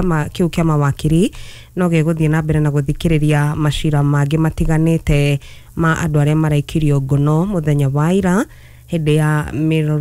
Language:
Kikuyu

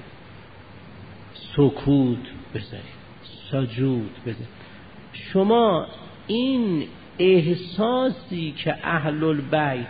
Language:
Persian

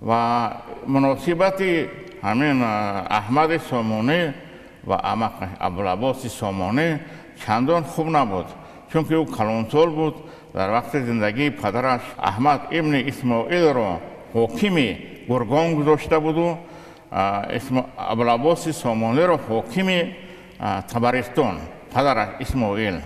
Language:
Tajik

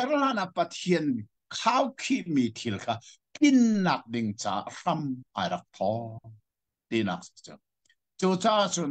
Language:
Hakha Chin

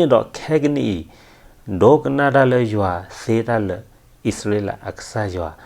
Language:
S'gaw Karen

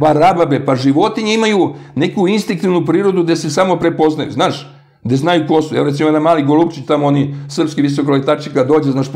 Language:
Serbian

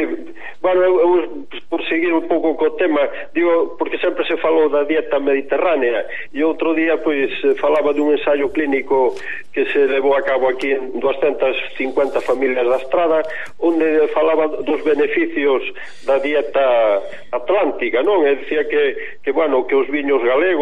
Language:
Galician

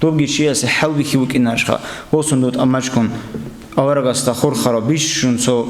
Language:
Avaric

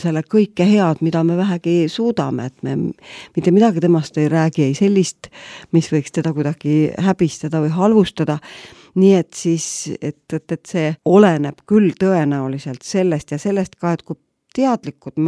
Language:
Estonian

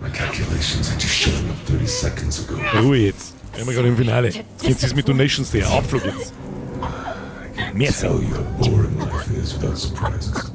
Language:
Bavarian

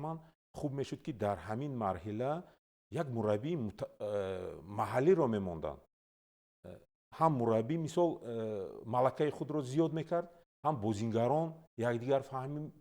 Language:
Tajik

